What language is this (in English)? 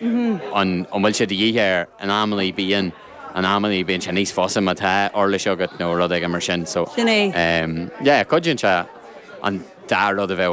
Irish